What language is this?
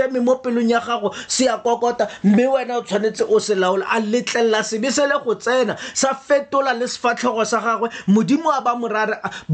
Tswana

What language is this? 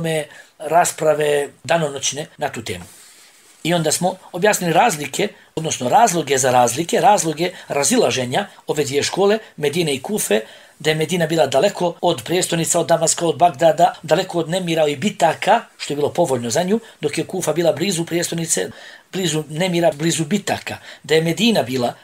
Bosnian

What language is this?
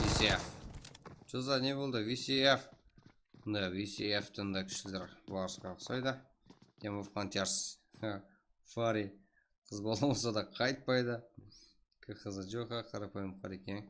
Kara-Kalpak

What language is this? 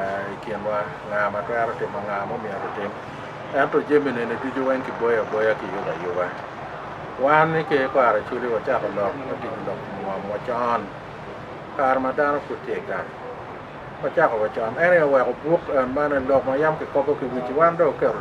Acoli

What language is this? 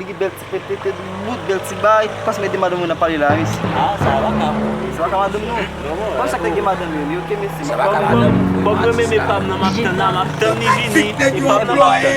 Haitian Creole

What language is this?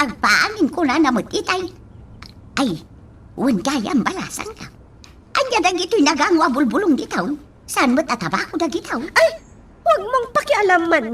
Iloko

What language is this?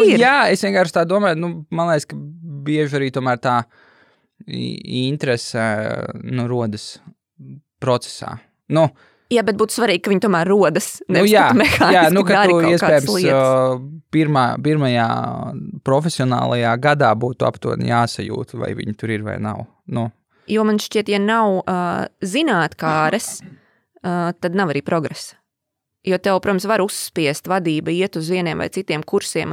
Latvian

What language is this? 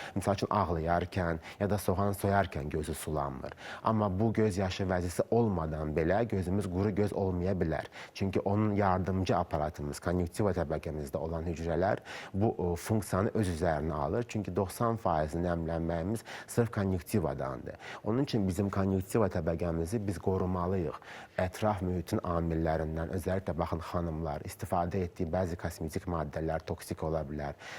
Azerbaijani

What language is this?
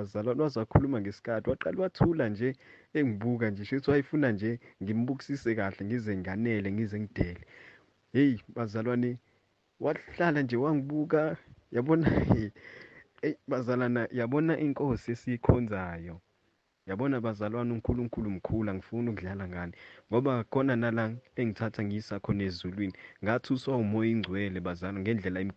Zulu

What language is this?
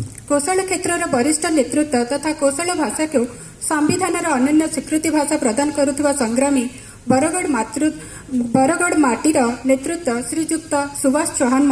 Odia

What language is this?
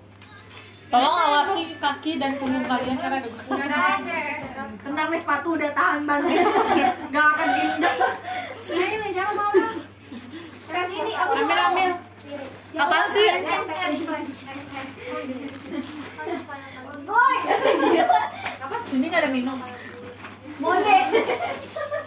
Indonesian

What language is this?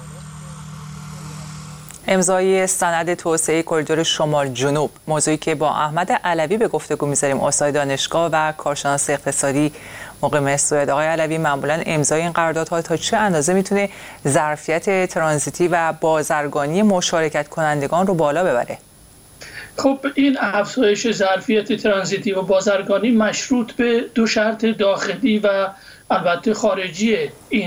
Persian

